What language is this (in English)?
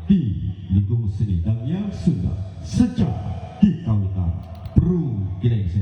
Sundanese